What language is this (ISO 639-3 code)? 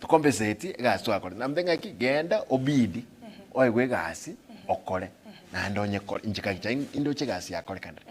guz